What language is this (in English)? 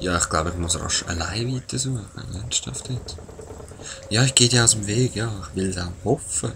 Swiss German